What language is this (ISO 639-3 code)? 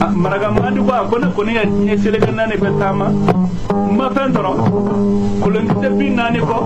bam